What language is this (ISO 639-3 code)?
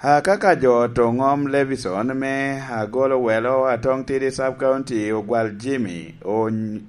laj